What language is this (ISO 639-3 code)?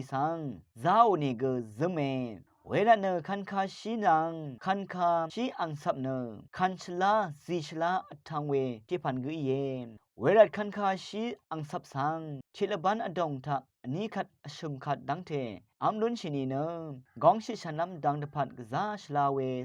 raw